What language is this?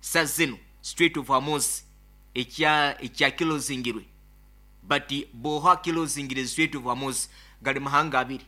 Nyankole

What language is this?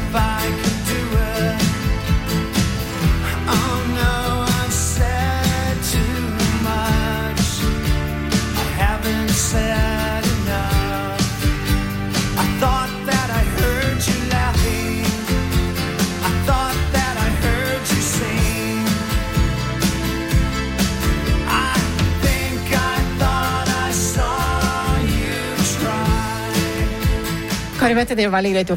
Norwegian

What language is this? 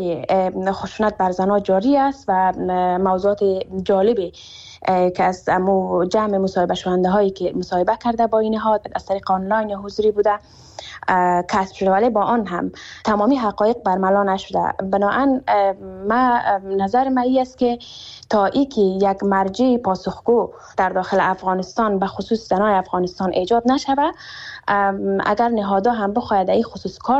Persian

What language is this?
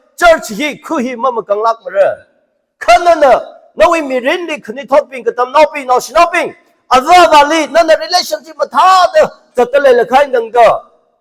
Tangkhul Naga (India)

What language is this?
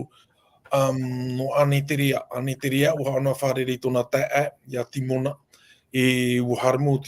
Tahitian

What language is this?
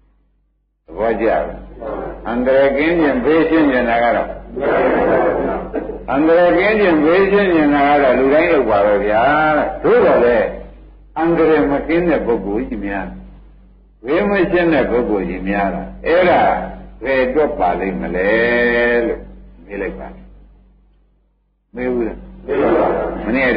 Burmese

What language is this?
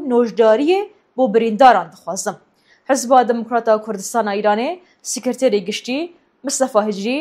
Kurdish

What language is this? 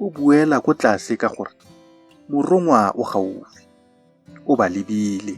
Tswana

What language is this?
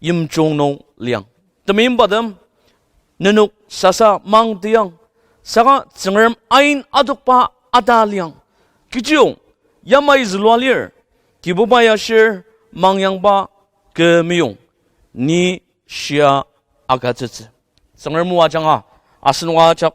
Ao Naga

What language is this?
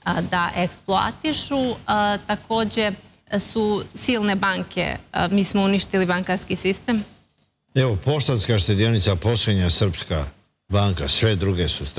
Serbian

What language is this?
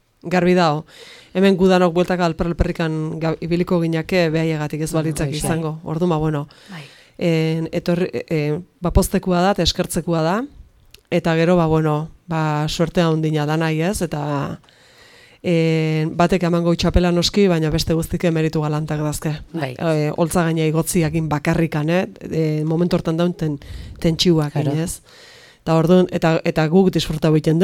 Basque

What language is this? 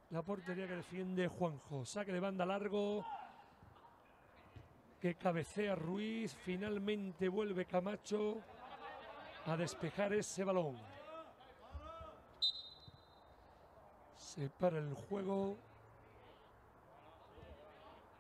Spanish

